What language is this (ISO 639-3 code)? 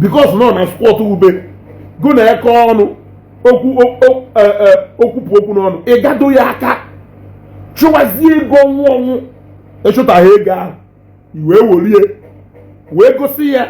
ibo